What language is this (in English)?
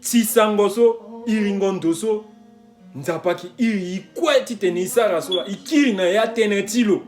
Sango